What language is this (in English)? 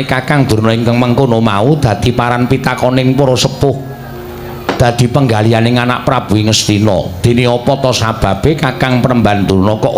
Javanese